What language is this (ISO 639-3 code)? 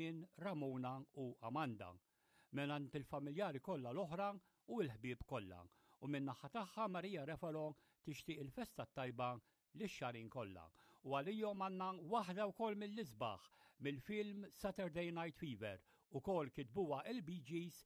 mlt